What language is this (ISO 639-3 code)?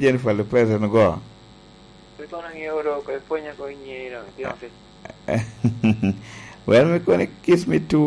laj